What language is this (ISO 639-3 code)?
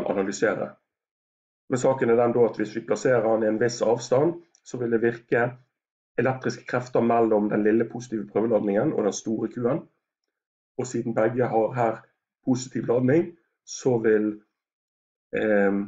nor